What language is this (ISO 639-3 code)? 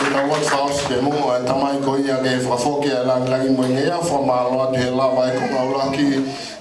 ton